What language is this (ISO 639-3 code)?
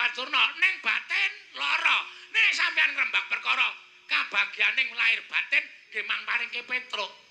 jav